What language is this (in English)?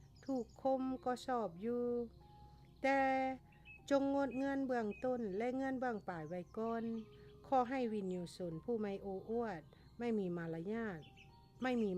Lao